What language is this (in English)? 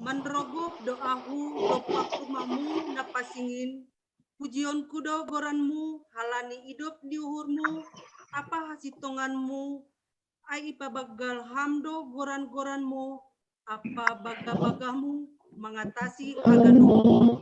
Batak Simalungun